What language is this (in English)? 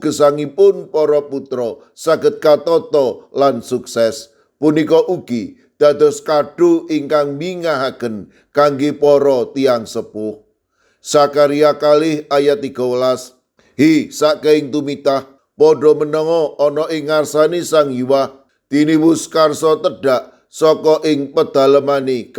Javanese